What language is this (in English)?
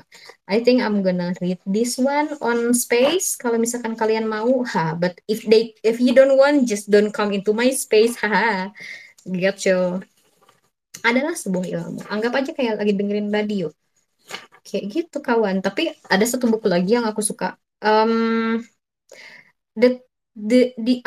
Indonesian